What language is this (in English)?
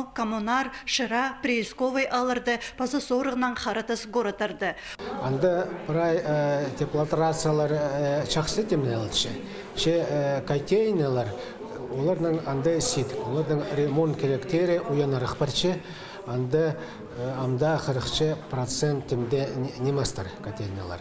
Khakas